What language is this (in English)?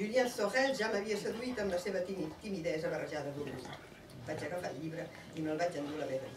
Catalan